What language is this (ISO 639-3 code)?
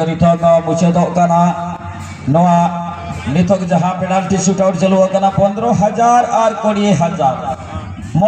sat